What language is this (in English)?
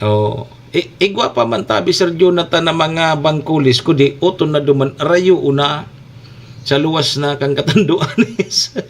Bikol